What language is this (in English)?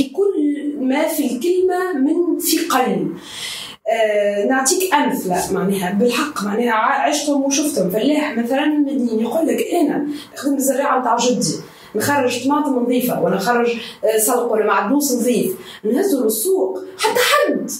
Tunisian Arabic